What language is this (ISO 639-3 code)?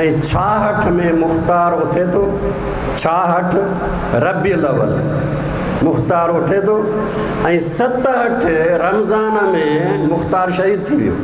snd